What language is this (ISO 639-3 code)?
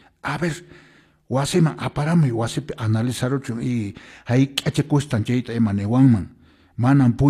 que